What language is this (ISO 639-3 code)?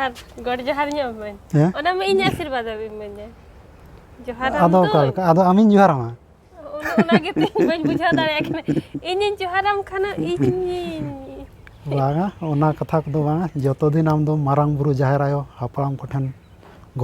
sat